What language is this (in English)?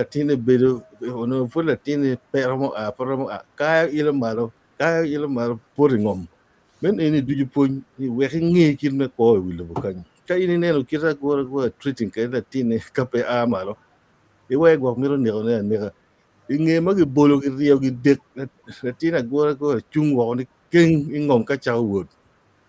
Acoli